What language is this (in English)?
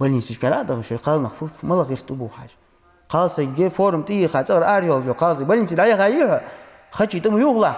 Ingush